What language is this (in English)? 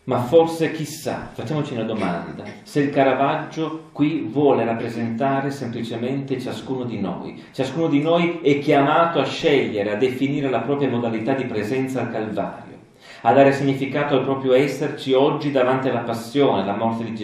Italian